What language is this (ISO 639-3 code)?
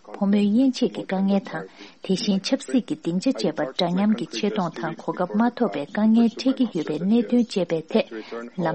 bod